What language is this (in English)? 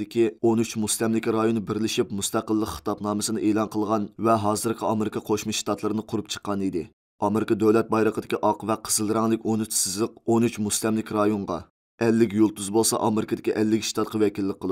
Uyghur